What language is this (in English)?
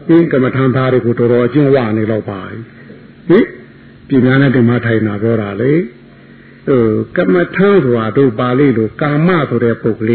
Burmese